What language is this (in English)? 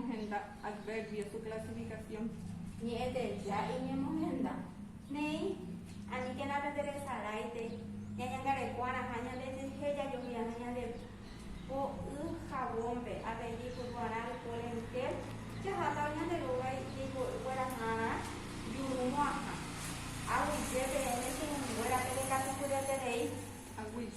Guarani